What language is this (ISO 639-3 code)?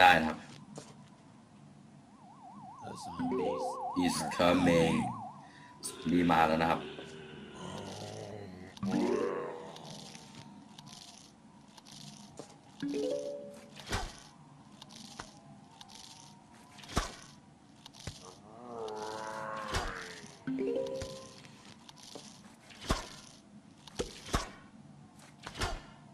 tha